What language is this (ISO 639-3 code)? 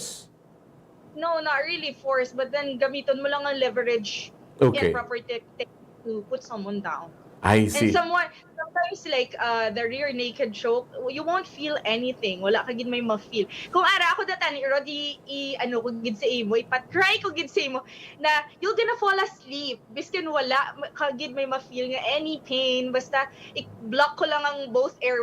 hil